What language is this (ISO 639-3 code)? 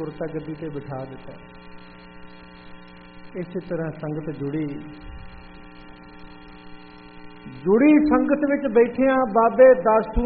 pan